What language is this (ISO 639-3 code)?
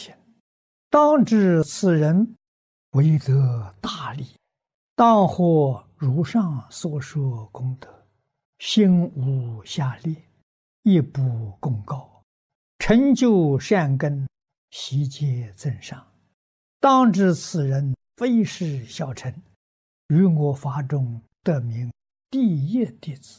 zho